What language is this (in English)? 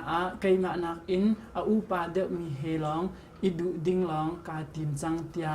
Hakha Chin